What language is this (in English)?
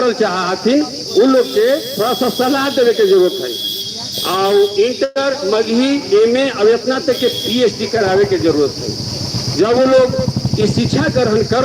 Magahi